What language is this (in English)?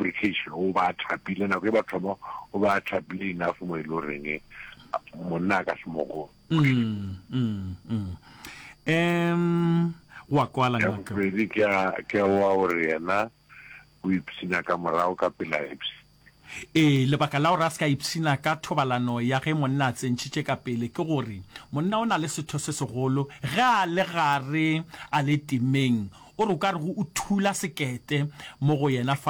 Northern Sotho